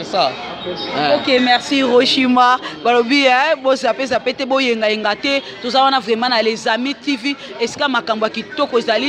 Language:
Lingala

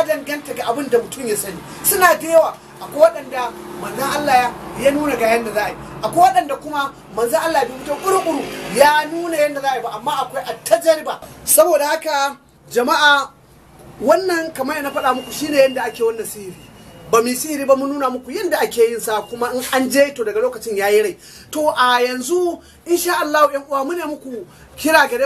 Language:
Hausa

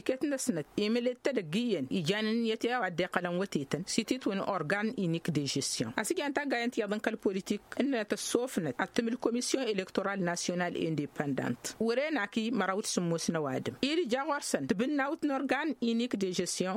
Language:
Tamasheq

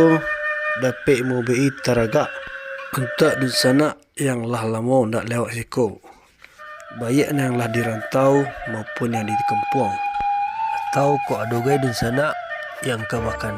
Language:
Minangkabau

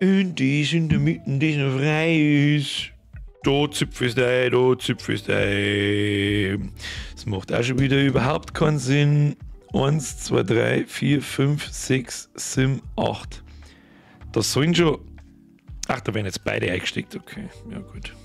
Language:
Bavarian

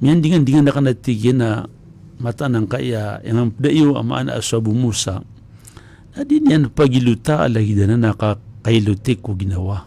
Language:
Maranao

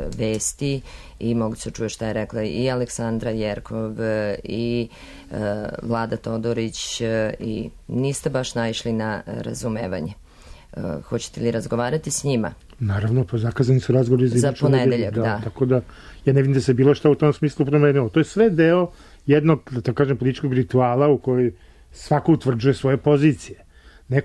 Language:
Serbian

